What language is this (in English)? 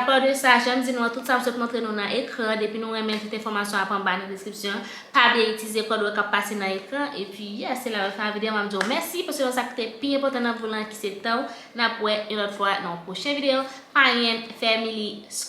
Haitian Creole